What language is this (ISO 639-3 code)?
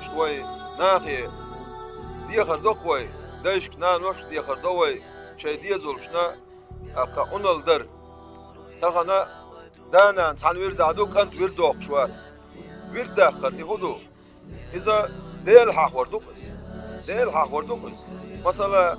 che